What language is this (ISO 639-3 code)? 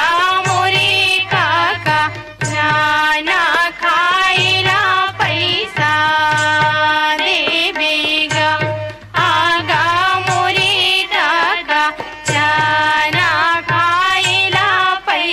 hne